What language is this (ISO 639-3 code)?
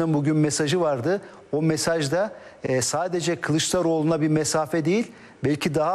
tur